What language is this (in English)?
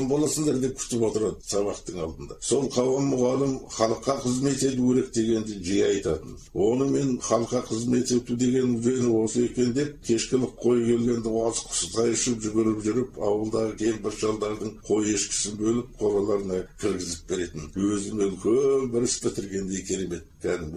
Kazakh